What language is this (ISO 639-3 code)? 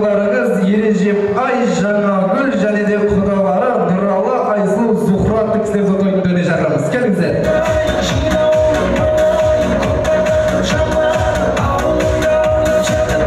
kaz